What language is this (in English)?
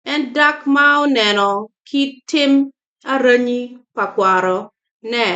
Acoli